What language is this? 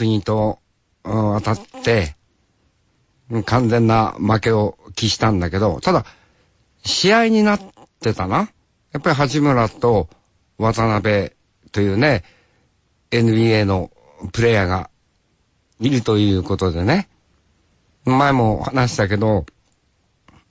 Japanese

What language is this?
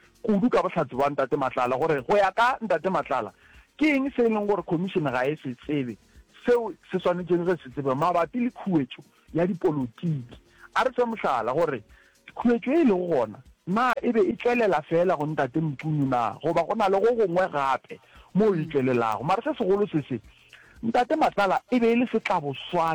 Northern Sotho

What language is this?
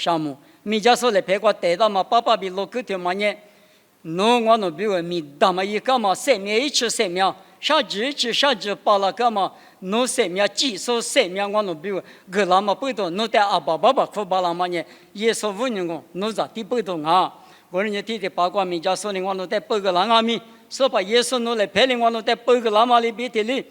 Lisu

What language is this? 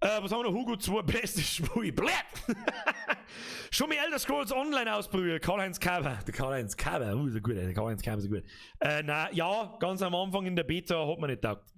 Bavarian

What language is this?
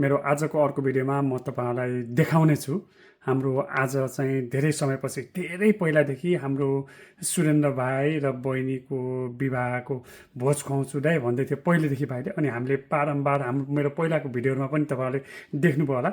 Nepali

